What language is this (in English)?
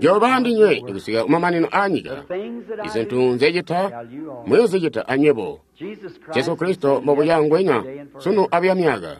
Tonga (Zambia)